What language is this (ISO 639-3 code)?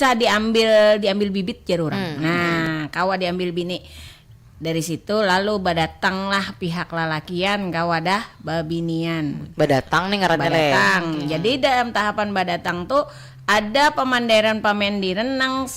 bjn